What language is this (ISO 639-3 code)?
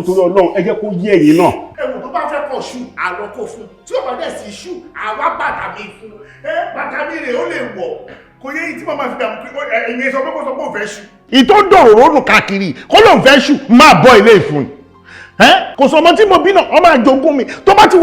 yor